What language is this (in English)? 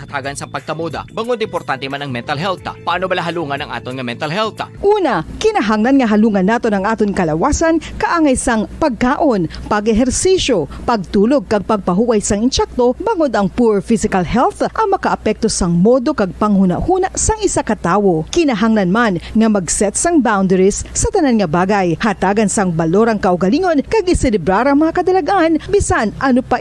Hiligaynon